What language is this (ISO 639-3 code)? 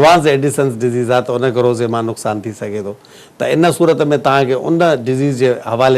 snd